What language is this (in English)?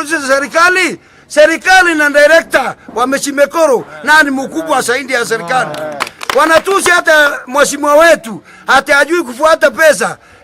Meru